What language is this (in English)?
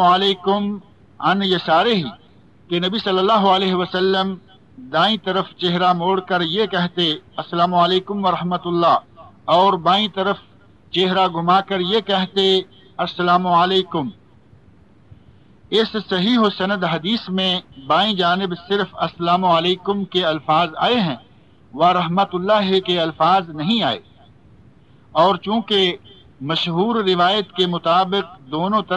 Urdu